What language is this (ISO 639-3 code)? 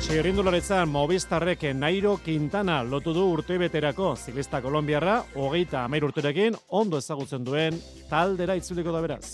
eus